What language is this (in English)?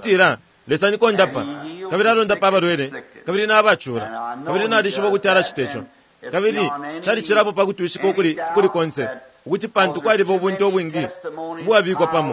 Bemba